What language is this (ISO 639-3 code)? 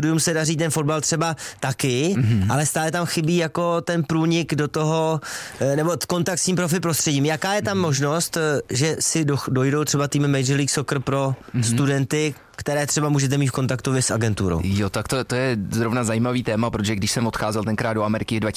ces